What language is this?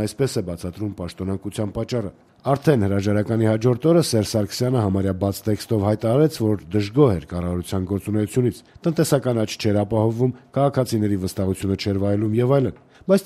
Armenian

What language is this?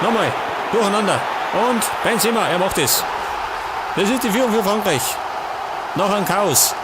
Bavarian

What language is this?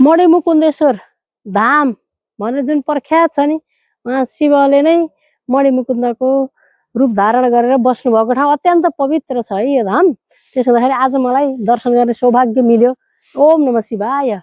Nepali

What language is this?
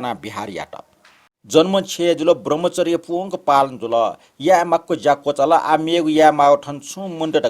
Newari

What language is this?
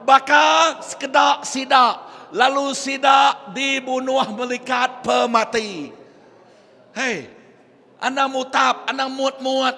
Iban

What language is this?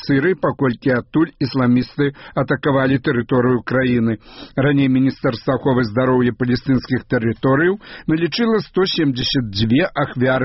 Belarusian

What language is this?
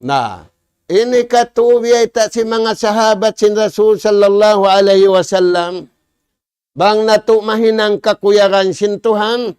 Tausug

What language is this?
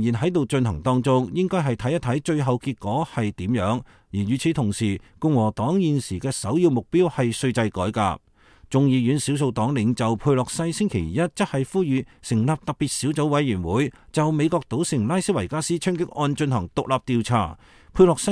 Cantonese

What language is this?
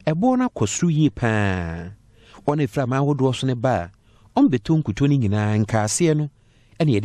Akan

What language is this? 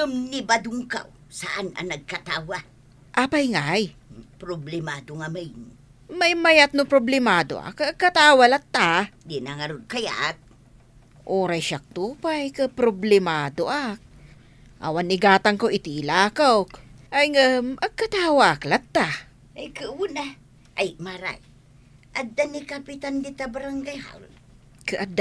Iloko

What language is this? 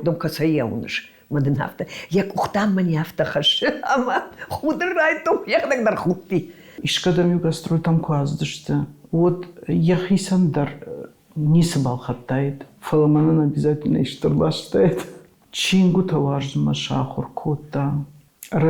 Ossetic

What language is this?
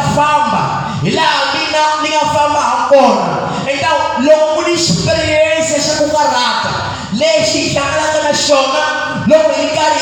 Tsonga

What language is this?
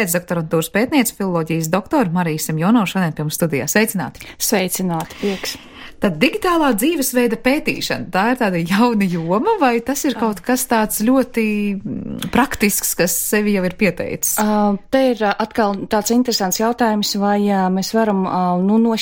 Latvian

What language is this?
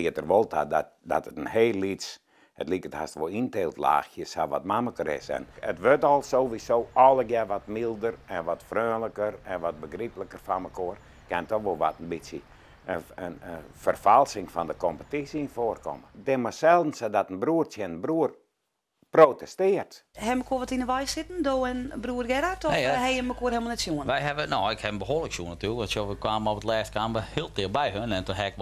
Western Frisian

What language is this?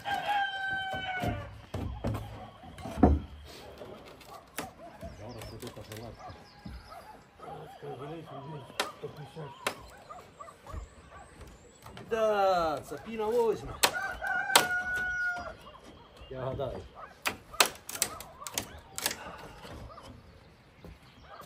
Ukrainian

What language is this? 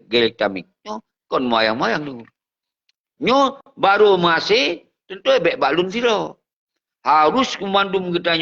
Achinese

